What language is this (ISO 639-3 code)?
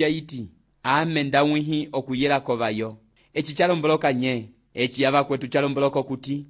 umb